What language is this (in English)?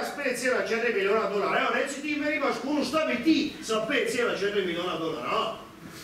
Croatian